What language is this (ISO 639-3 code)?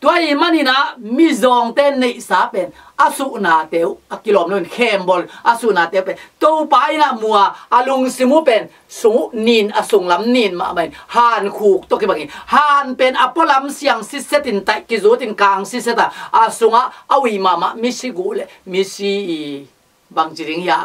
ctd